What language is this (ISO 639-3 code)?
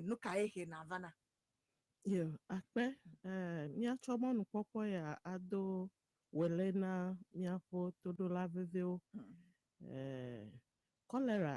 ewe